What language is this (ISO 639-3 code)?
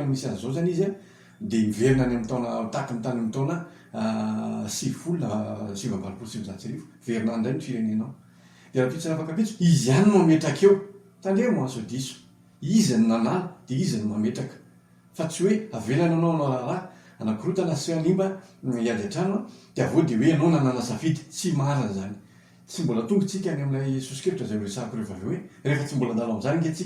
mlg